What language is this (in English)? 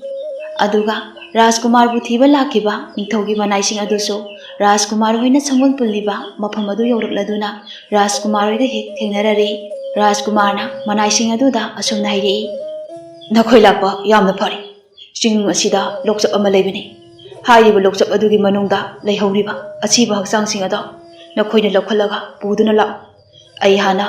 Manipuri